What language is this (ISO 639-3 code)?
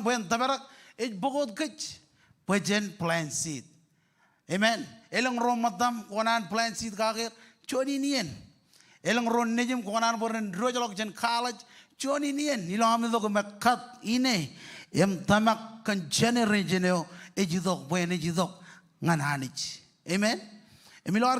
mah